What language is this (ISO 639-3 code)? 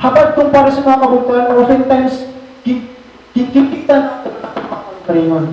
war